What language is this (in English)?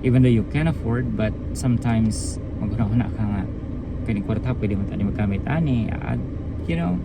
Cebuano